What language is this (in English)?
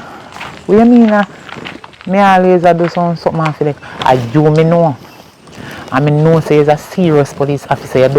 Jamaican Creole English